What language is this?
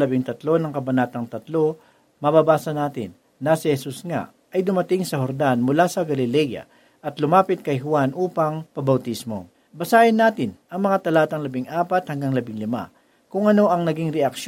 Filipino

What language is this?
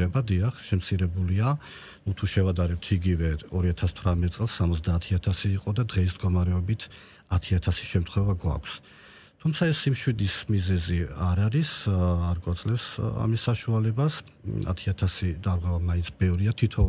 Georgian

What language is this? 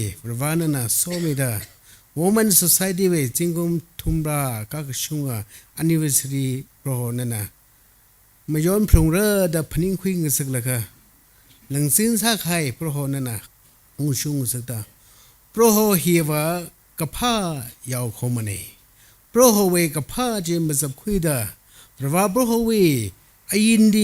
Tangkhul Naga (India)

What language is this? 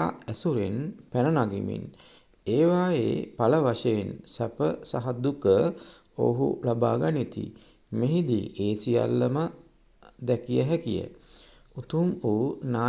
Sinhala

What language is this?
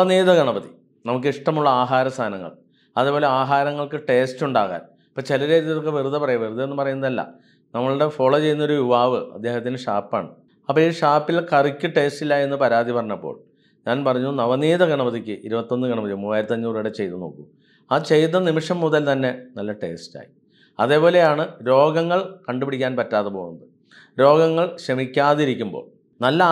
Malayalam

